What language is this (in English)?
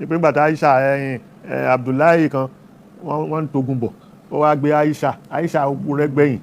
Yoruba